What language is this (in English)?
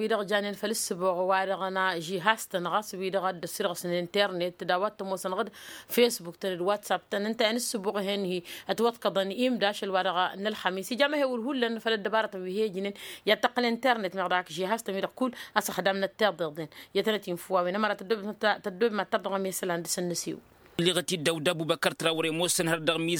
Tamasheq